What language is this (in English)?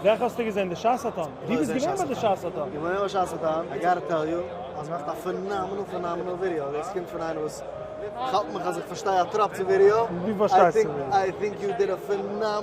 Yiddish